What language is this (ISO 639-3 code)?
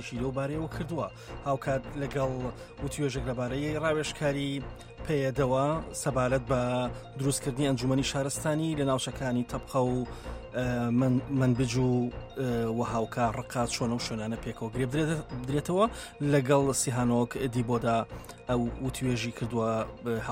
ckb